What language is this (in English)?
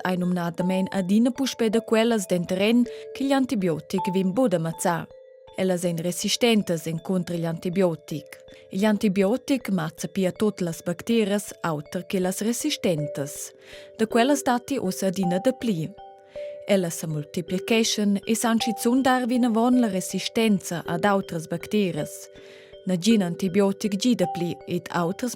Romansh